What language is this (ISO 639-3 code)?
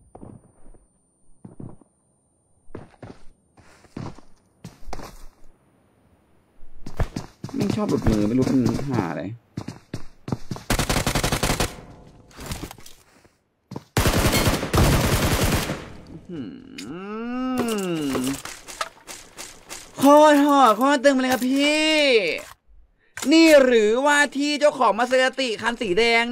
tha